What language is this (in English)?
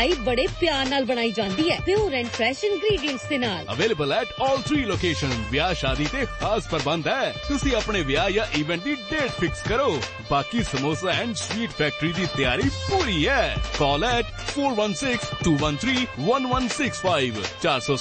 Punjabi